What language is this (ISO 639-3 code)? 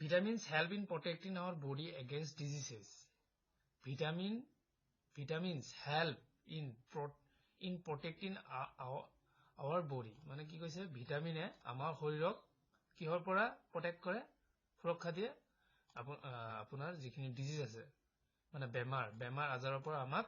asm